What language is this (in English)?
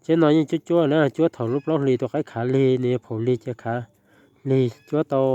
Hmong